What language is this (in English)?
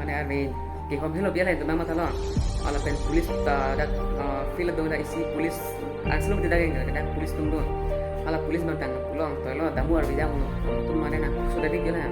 Karbi